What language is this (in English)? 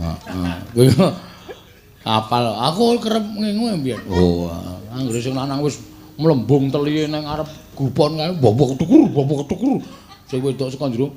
Javanese